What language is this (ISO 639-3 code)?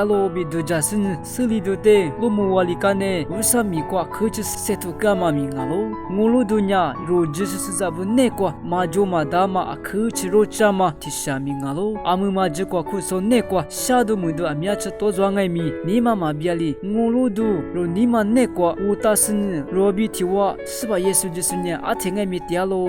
lis